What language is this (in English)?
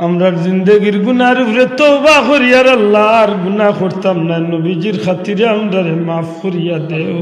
Sylheti